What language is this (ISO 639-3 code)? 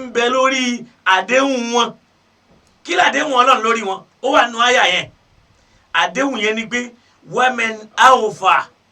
yor